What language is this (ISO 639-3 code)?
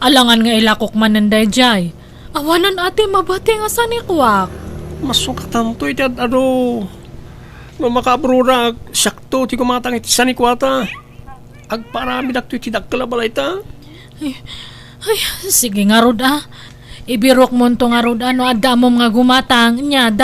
ilo